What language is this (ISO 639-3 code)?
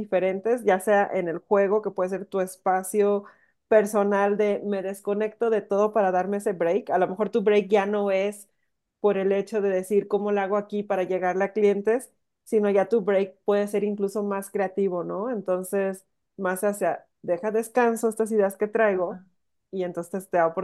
spa